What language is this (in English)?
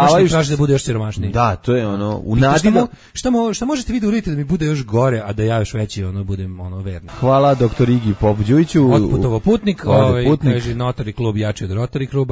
Serbian